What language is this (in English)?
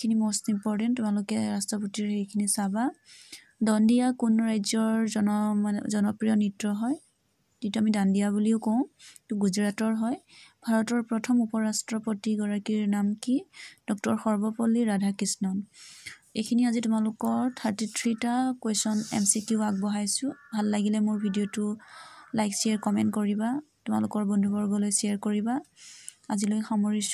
Assamese